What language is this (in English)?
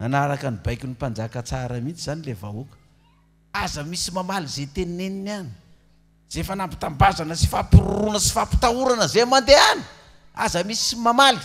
Malagasy